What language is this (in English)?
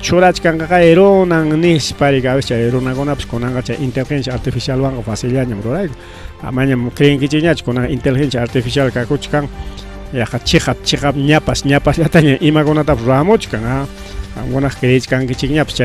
Ayacucho Quechua